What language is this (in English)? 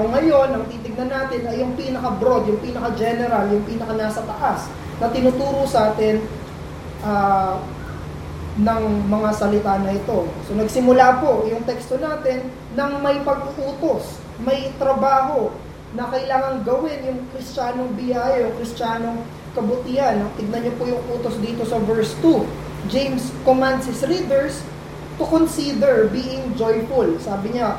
Filipino